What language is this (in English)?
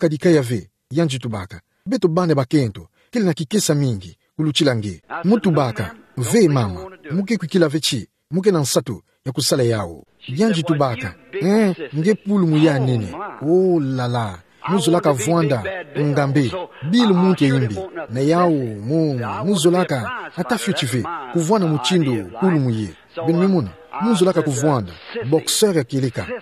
Kituba (Democratic Republic of Congo)